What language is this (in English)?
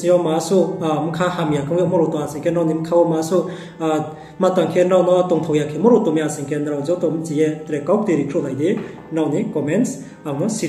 Riang (India)